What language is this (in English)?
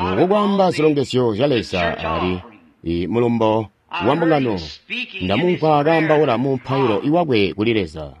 Tonga (Zambia)